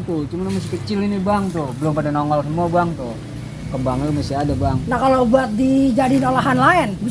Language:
Betawi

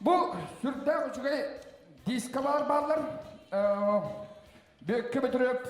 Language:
Yakut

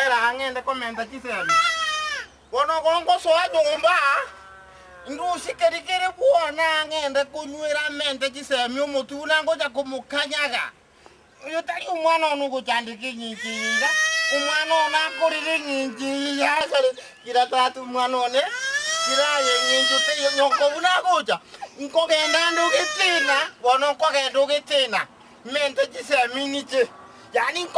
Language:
Gusii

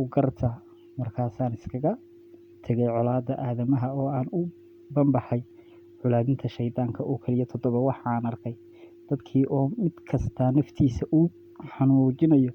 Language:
Somali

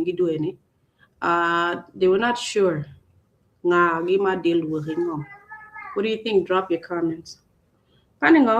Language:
Acoli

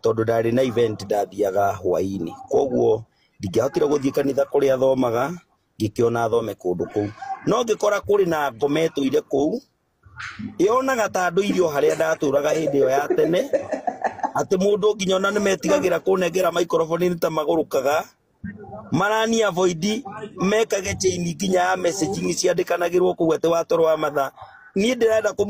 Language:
Kikuyu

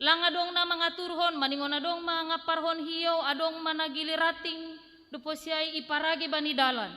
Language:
Batak Simalungun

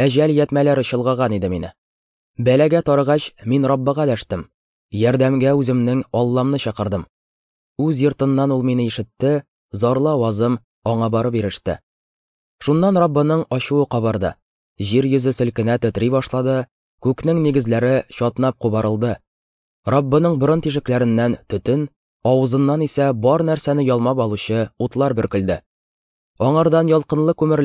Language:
Tatar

